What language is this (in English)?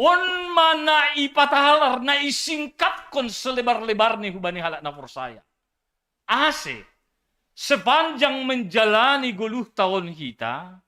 Batak Simalungun